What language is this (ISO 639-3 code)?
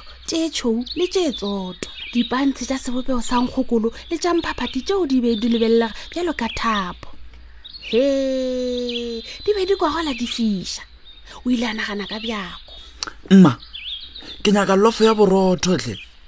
nso